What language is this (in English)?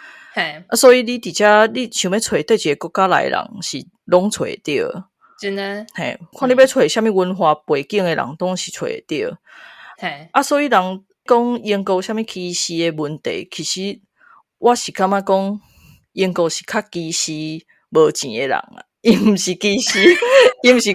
Min Nan Chinese